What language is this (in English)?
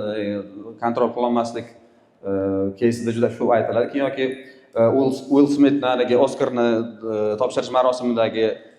Uzbek